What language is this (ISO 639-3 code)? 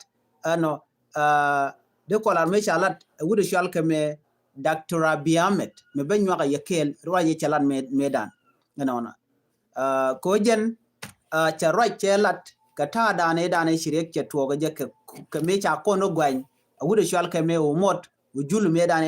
nus